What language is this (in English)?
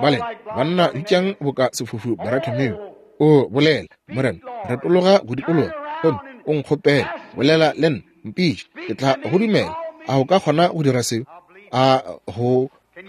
Northern Sotho